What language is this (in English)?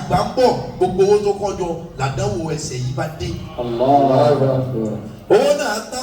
Yoruba